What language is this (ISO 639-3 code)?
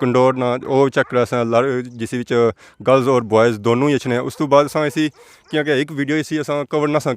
phr